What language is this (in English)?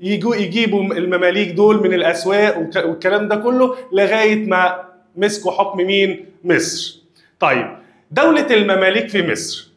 Egyptian Arabic